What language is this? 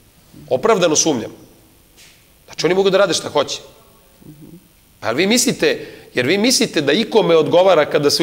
Serbian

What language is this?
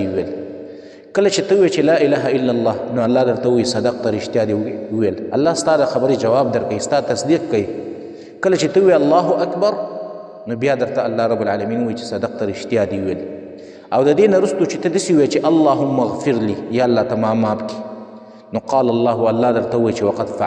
Pashto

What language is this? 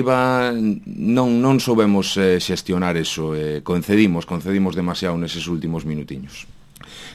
Galician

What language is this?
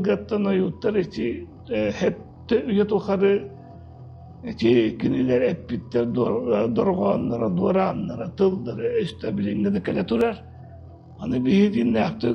Yakut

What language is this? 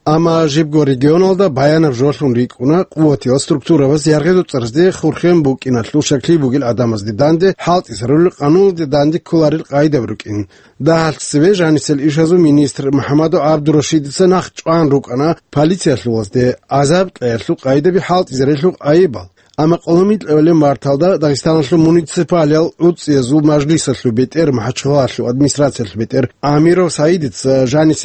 Avaric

